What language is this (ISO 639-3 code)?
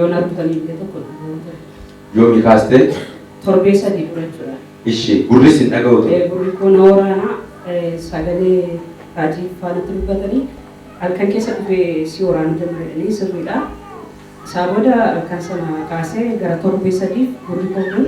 orm